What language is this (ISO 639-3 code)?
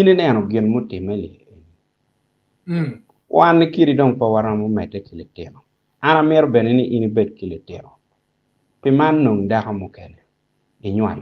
ach